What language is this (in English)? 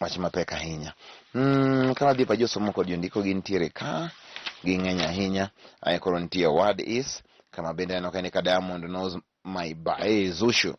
Luo (Kenya and Tanzania)